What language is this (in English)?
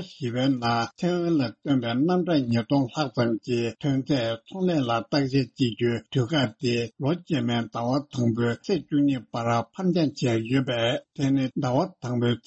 Tibetan